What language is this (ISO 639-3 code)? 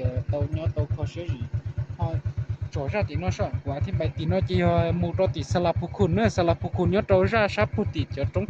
hmn